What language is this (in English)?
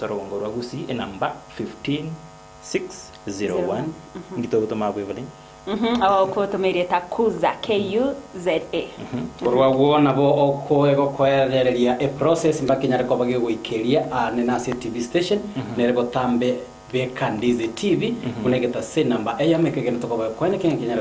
Gusii